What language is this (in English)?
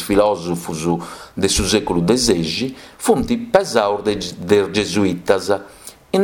Sardinian